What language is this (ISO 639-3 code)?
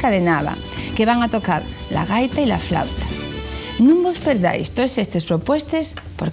ast